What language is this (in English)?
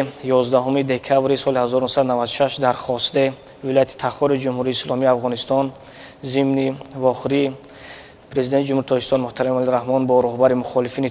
Tajik